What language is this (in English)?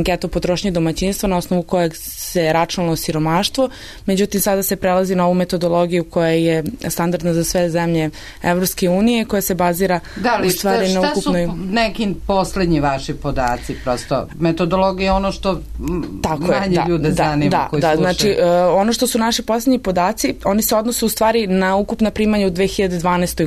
Serbian